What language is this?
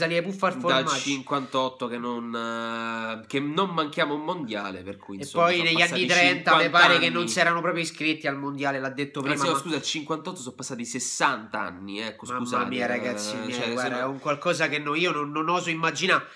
Italian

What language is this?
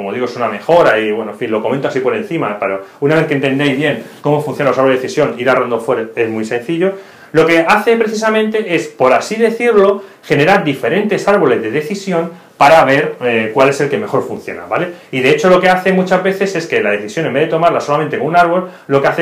Spanish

